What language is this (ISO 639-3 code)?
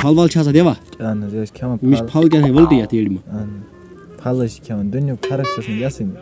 kas